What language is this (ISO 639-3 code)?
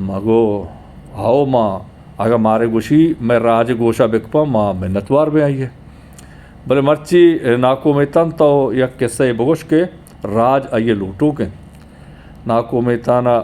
bgp